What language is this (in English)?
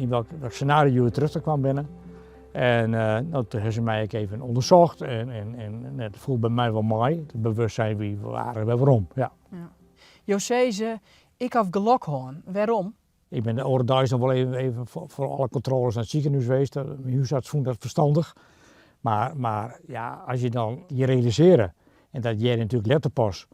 Western Frisian